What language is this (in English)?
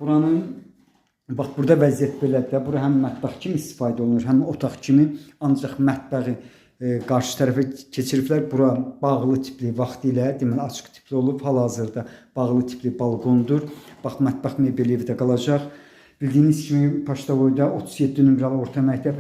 Azerbaijani